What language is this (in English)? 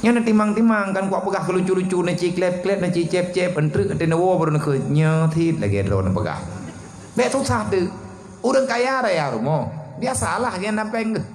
Achinese